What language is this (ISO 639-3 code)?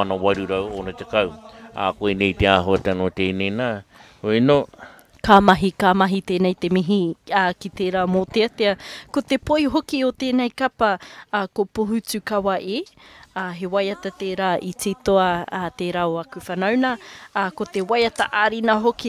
mri